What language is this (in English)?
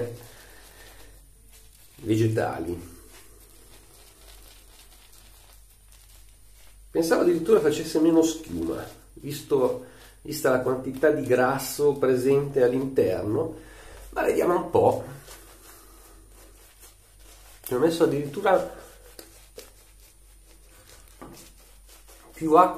Italian